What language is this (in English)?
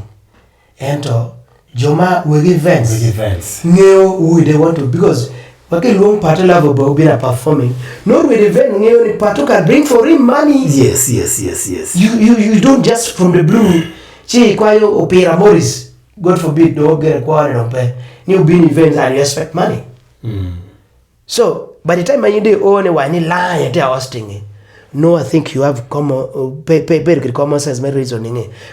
Acoli